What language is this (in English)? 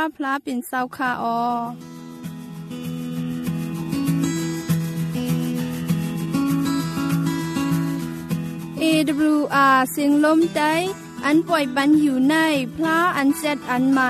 Thai